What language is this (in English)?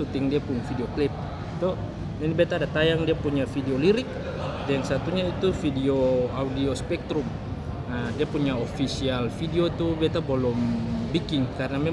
Ambonese Malay